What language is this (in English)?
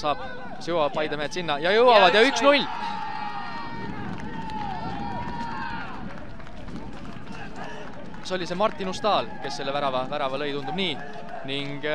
Estonian